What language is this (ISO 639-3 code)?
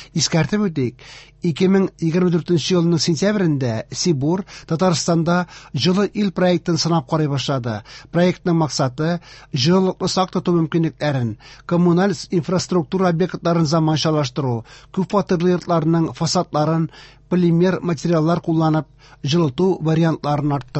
tat